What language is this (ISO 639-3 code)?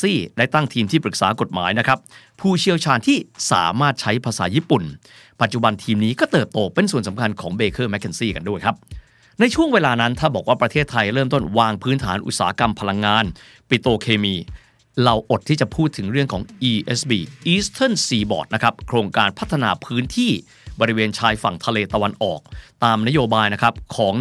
tha